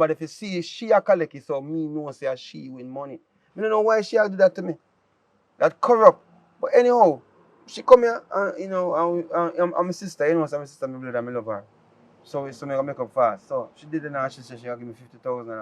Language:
Jamaican Creole English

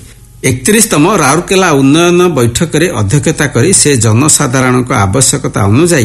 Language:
Odia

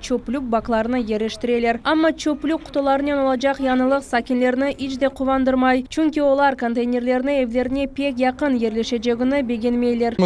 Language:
Crimean Tatar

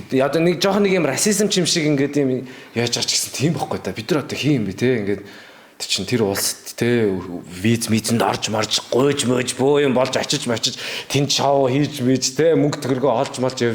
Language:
Mongolian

